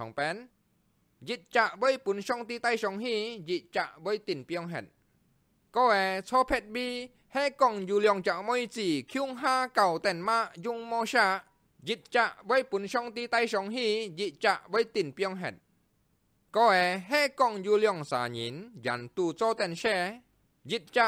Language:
Hakka Chinese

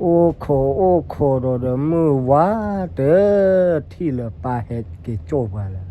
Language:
S'gaw Karen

